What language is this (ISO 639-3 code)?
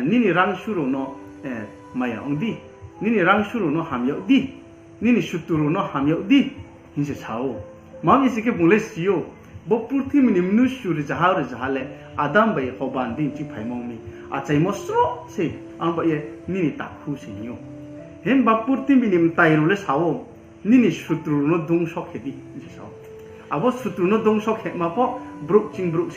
ria